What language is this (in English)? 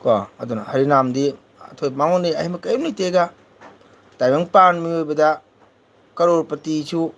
Manipuri